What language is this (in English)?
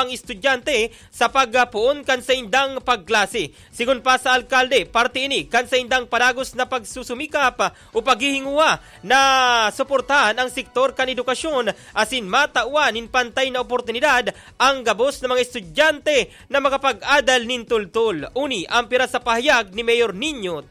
Bikol